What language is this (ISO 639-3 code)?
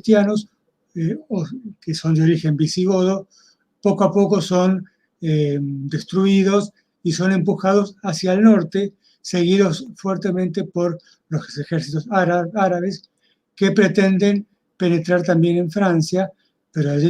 lad